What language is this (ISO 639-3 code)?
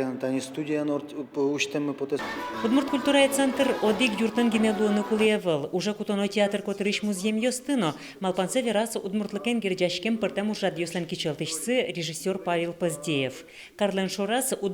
udm